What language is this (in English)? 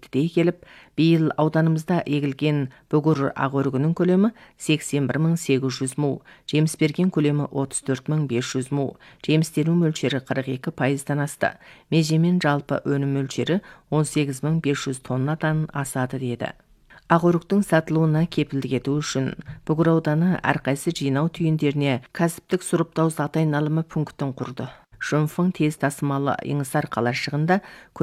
Kazakh